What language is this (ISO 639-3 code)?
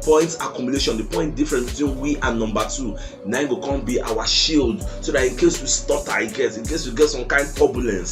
pcm